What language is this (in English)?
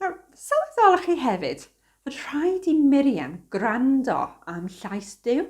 Welsh